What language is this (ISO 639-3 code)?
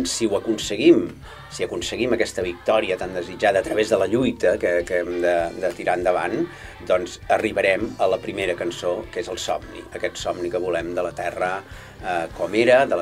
cat